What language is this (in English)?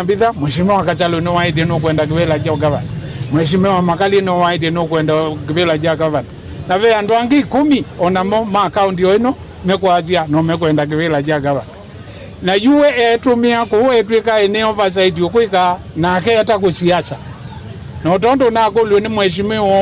Kamba